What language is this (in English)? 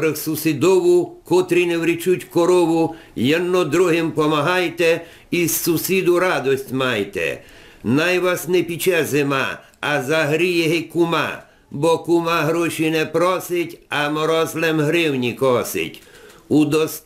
Rusyn